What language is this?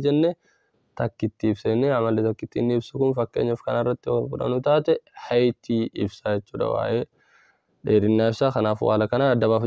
Oromo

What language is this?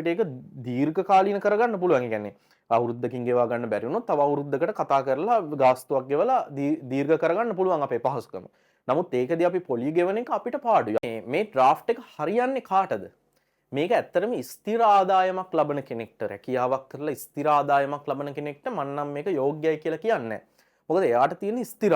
Sinhala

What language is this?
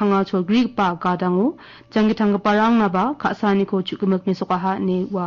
Garo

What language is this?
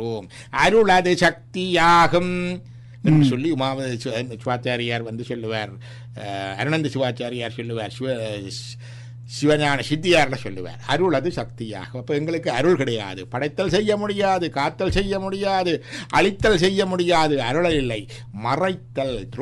Tamil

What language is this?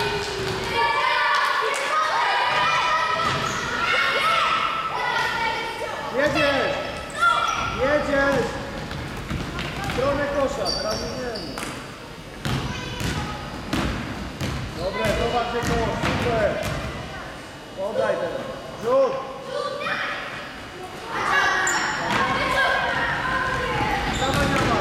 Polish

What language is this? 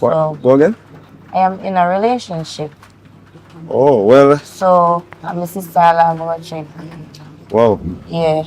Jamaican Creole English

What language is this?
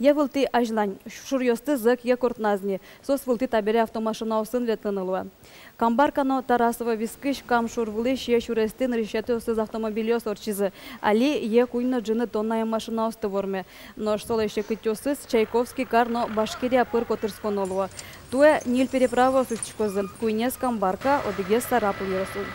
Udmurt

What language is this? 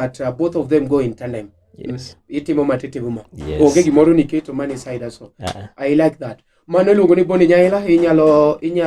Luo (Kenya and Tanzania)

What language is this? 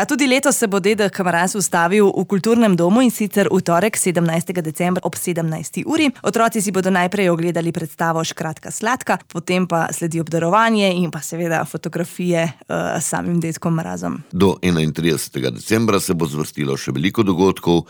Slovenian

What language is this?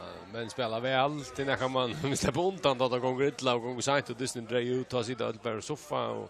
Faroese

